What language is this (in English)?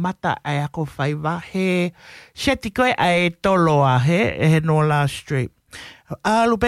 Tongan